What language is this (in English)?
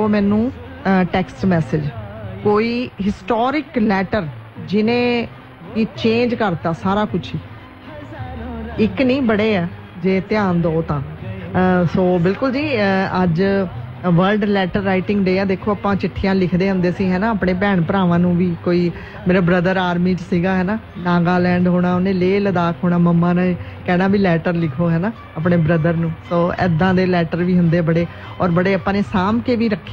Punjabi